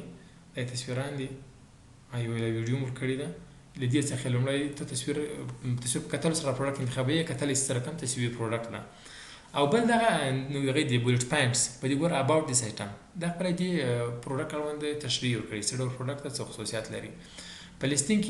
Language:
Pashto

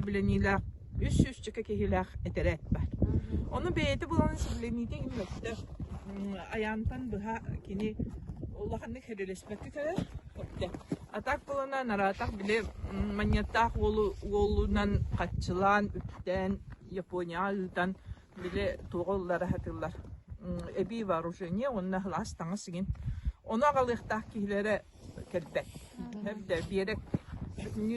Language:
Yakut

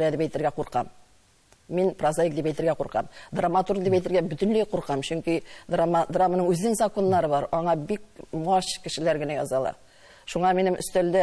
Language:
Tatar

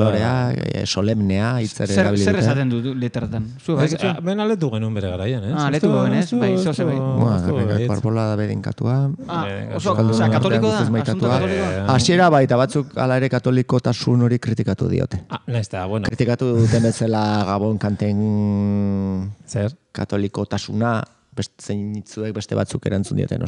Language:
Basque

